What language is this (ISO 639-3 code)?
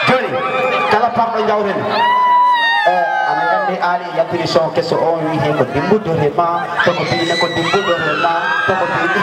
ful